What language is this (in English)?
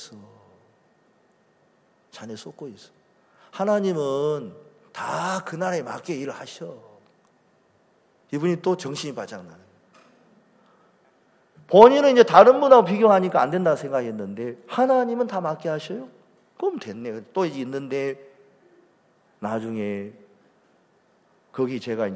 Korean